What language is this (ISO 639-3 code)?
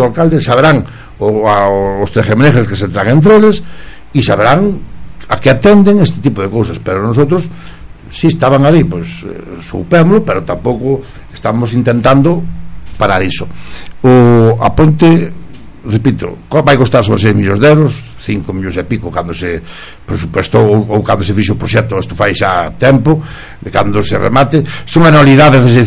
glg